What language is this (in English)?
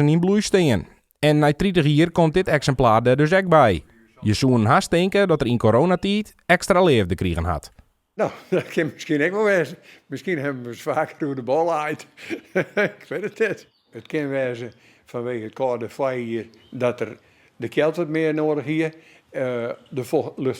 Western Frisian